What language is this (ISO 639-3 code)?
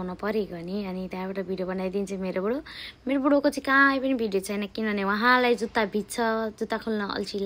nep